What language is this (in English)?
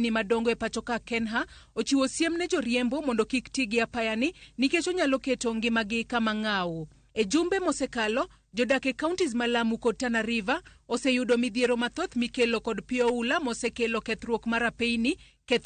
Luo (Kenya and Tanzania)